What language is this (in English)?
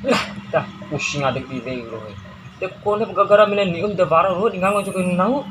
Bima